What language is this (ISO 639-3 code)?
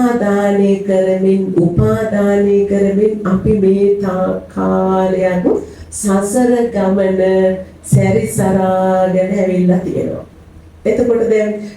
sin